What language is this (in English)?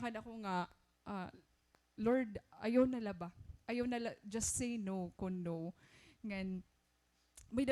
Waray